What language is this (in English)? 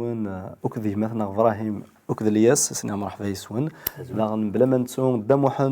Kabyle